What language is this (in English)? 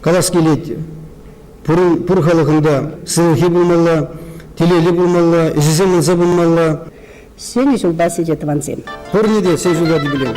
Chuvash